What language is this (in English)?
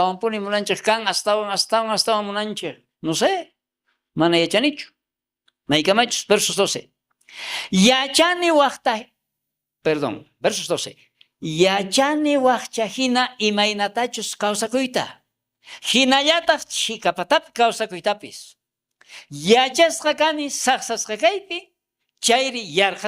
South Bolivian Quechua